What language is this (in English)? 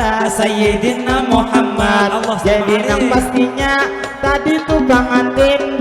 Banjar